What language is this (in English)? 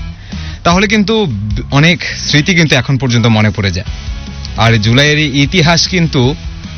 Bangla